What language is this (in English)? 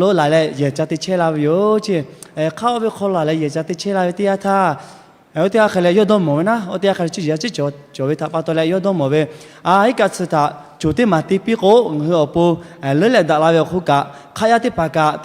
Lahu